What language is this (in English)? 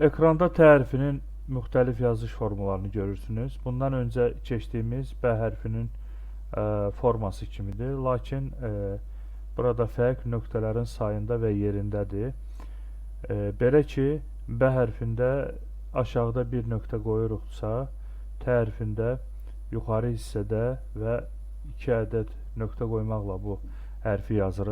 Azerbaijani